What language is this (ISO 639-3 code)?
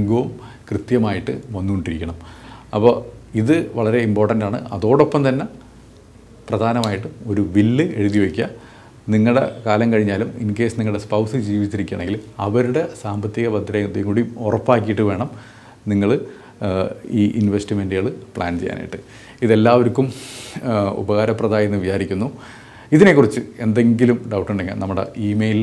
mal